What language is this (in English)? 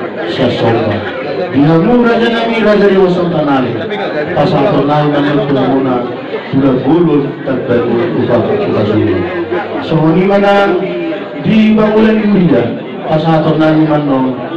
Batak Toba